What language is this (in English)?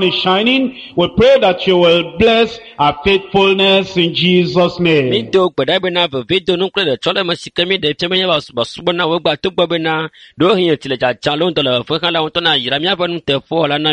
Ewe